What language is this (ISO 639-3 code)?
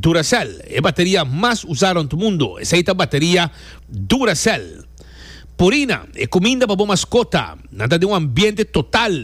pap